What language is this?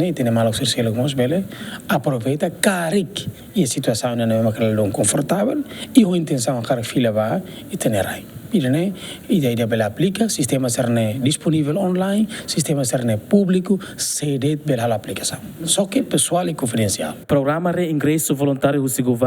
Tetum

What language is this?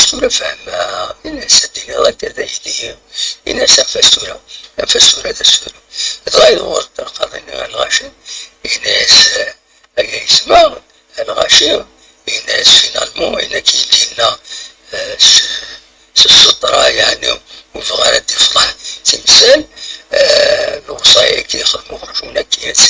Kabyle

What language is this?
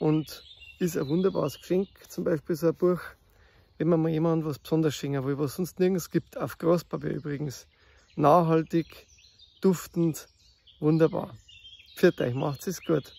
Bavarian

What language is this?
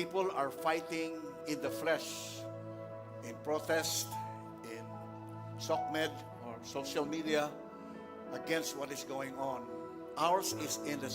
Cebuano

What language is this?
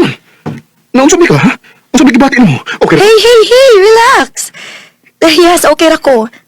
Cebuano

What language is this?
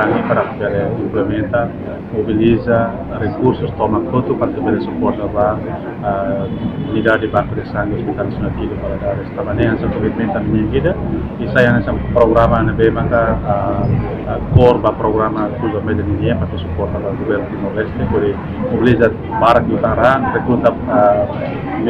Tetum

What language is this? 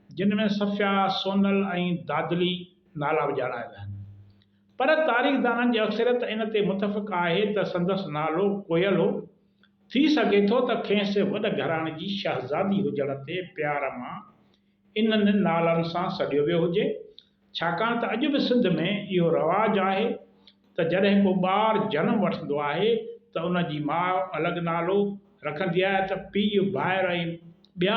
Sindhi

